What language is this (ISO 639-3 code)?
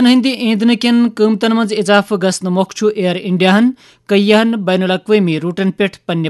kas